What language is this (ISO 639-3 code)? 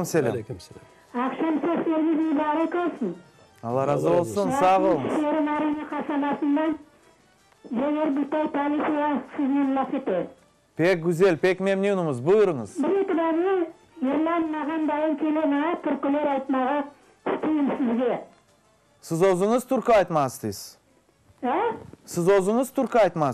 crh